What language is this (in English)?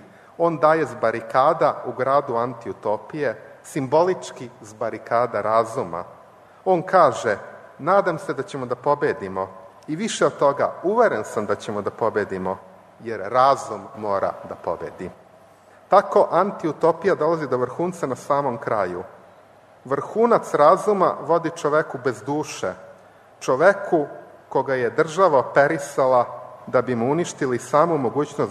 Serbian